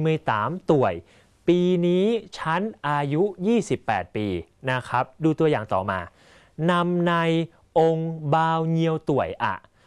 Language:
Thai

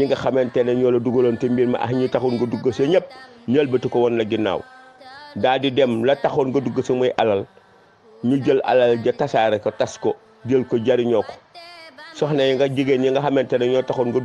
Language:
Wolof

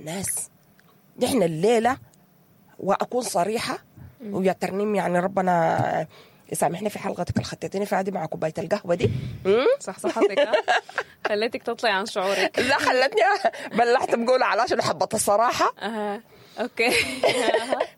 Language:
Sudanese Arabic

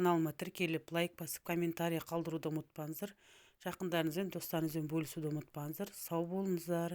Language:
Kazakh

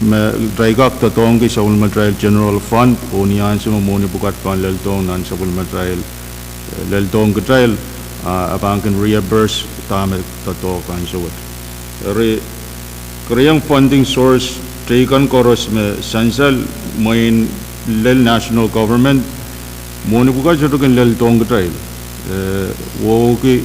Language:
Pohnpeian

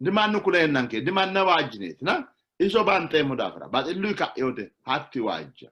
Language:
Sidamo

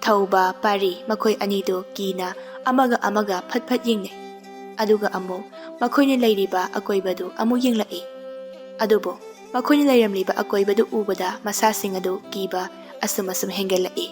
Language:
Manipuri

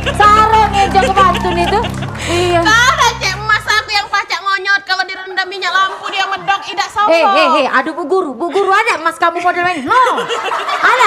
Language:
Musi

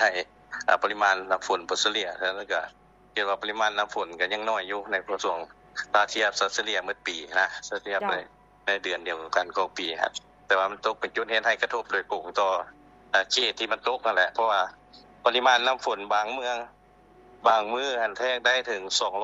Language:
Lao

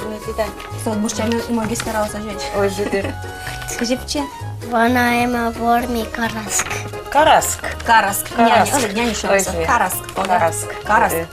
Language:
Udmurt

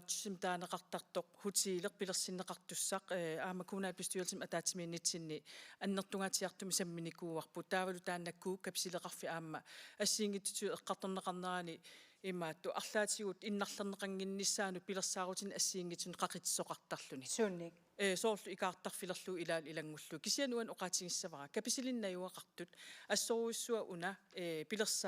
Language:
Kalaallisut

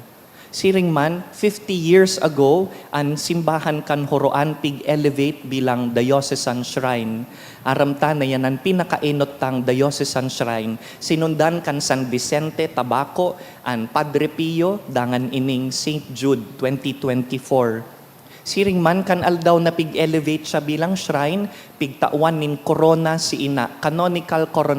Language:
Bikol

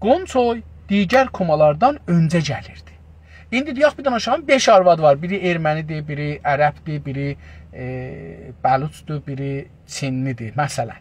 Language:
South Azerbaijani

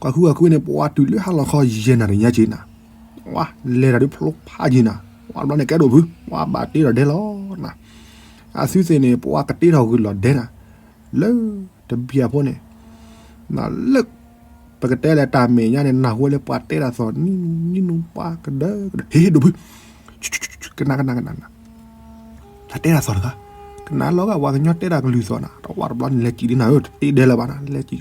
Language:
S'gaw Karen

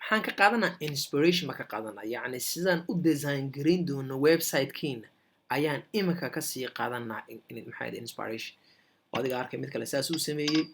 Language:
Somali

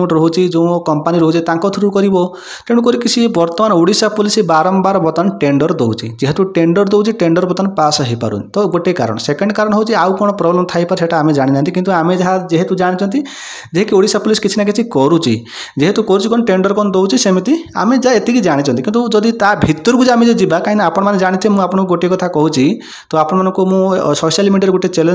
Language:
Odia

